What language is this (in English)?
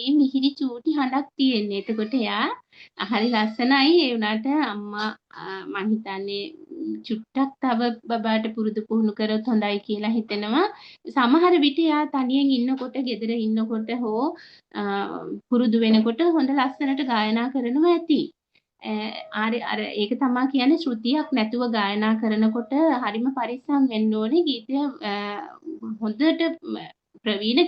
Sinhala